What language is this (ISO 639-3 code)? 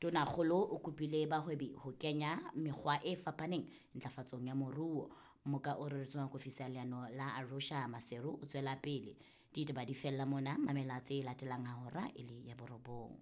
sot